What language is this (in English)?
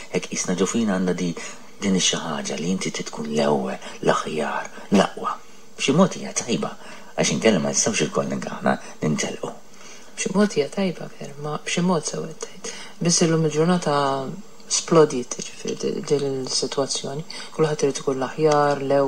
Maltese